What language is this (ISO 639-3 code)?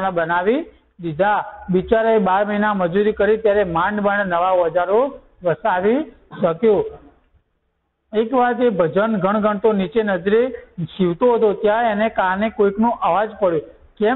guj